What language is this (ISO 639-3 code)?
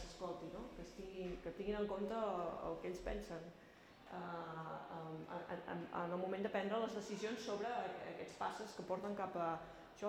cat